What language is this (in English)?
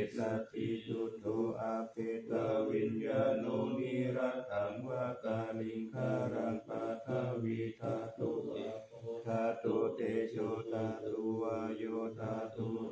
Pali